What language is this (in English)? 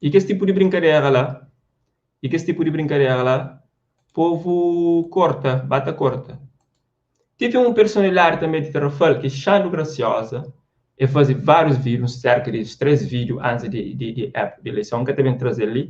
Kabuverdianu